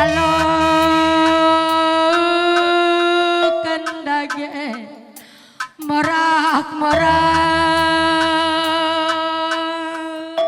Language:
Batak Karo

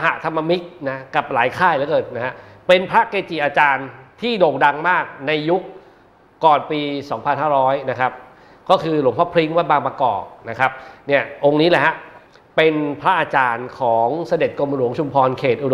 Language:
Thai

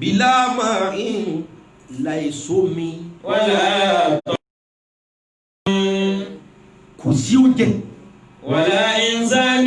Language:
Yoruba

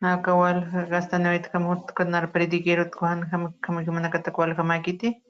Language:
Aymara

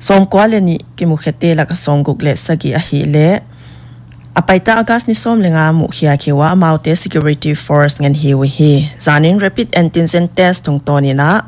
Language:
Paite Chin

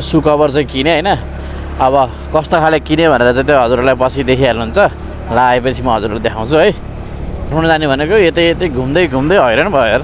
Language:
Nepali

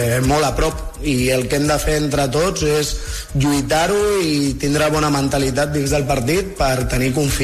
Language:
Catalan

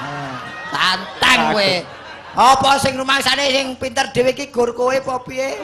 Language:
Javanese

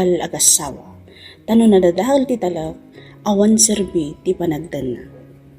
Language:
Iloko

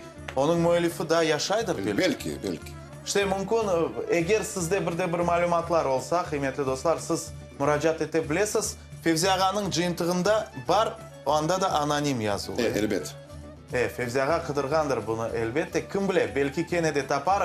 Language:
Crimean Tatar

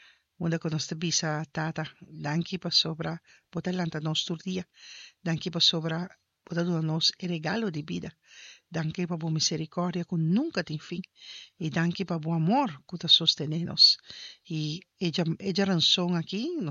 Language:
Papiamento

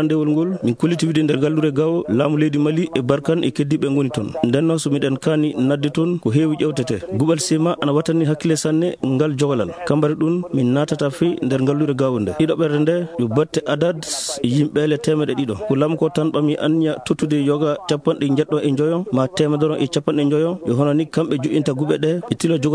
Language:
Maasina Fulfulde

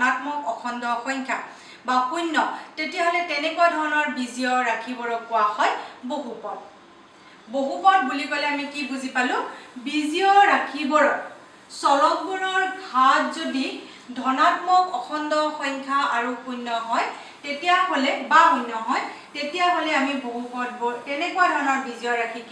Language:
Assamese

